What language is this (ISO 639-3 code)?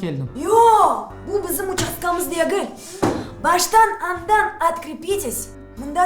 crh